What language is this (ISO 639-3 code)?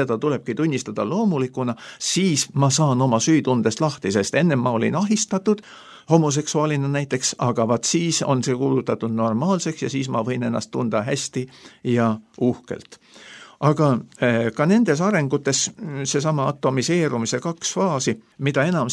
est